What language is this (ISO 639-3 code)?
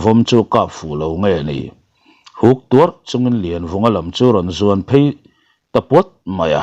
lus